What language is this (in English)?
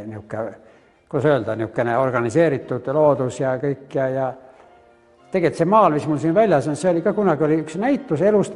Estonian